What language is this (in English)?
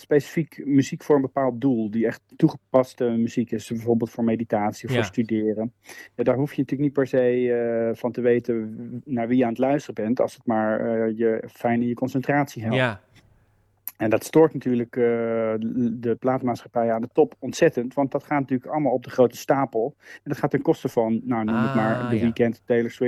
Dutch